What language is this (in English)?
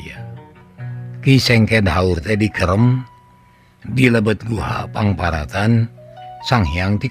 Sundanese